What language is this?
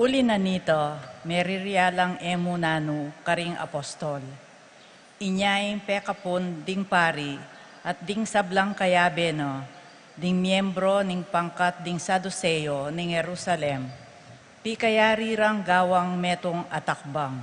Pampanga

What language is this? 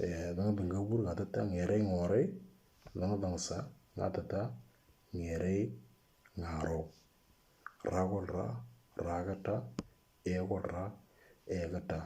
Moro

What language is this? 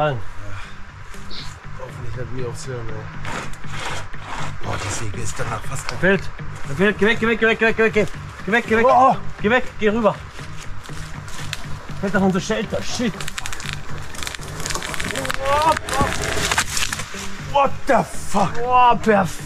German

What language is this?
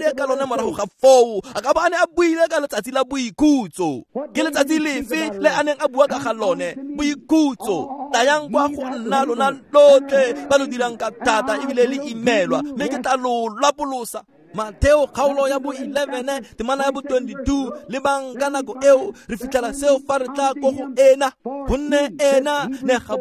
Tswana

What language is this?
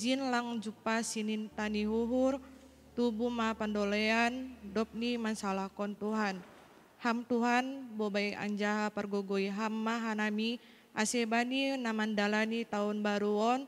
Batak Simalungun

